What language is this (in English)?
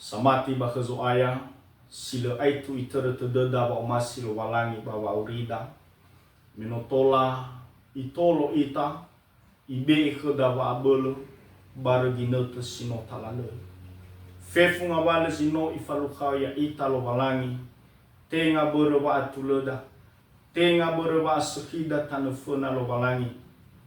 Nias